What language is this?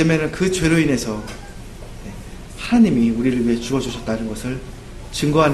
Korean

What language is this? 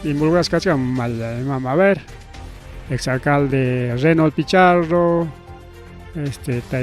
Ayacucho Quechua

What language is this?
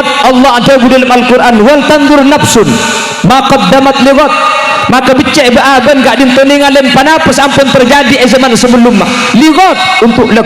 Madurese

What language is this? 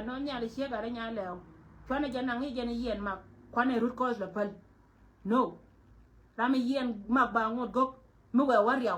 Nuer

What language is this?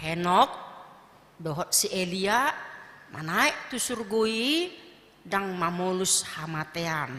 Batak Toba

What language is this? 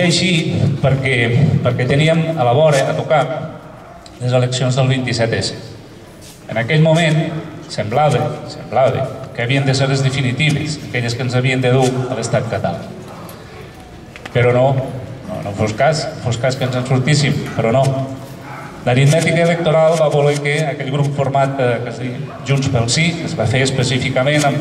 Catalan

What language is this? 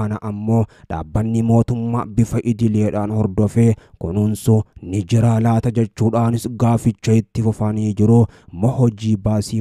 Oromo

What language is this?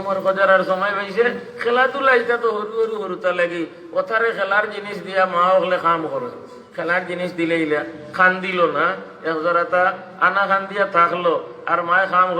Sylheti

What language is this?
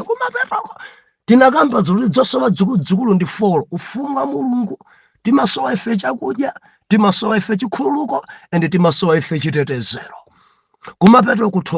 Nyanja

